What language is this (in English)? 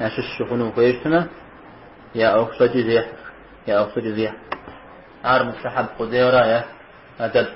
Kabardian